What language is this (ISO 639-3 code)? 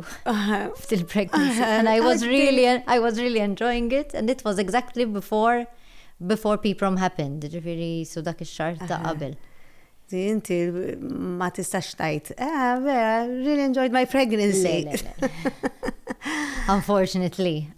mlt